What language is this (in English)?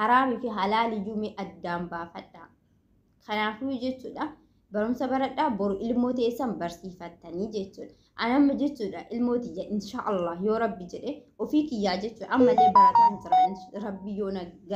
Oromo